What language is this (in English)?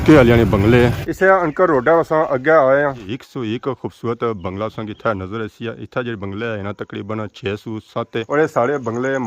Pahari-Potwari